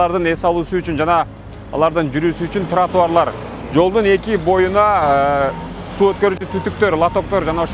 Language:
Kyrgyz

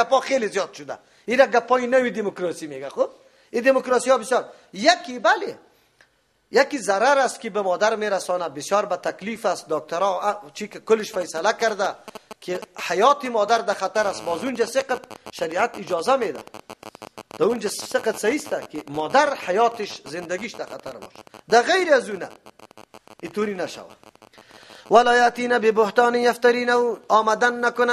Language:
Persian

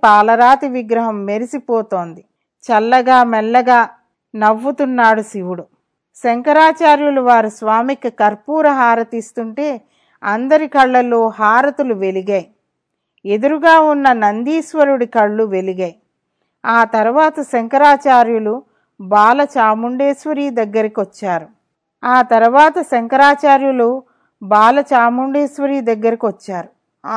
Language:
Telugu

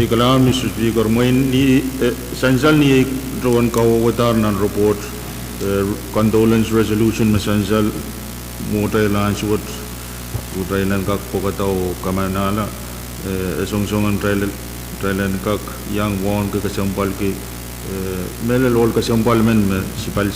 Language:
Pohnpeian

